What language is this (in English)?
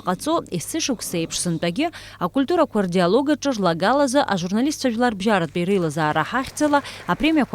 Abkhazian